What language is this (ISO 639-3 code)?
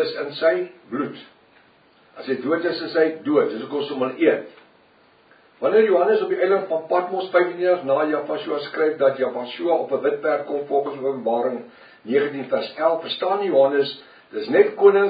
afr